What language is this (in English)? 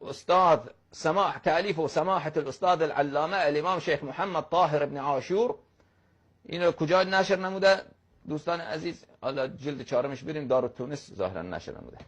Persian